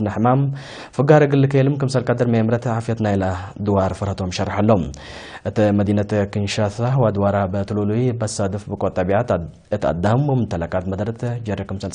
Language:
Tigre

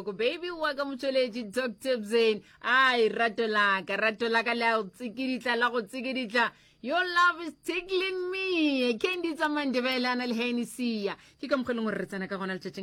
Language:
Northern Sotho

